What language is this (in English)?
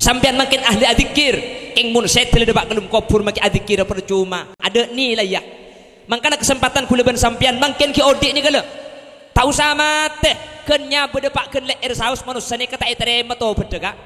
Madurese